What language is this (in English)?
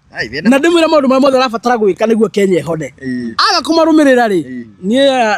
Kikuyu